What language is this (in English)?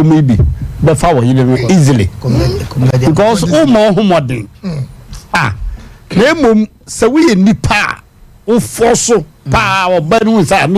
Akan